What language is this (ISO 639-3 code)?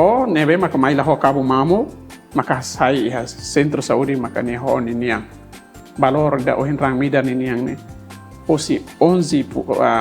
tet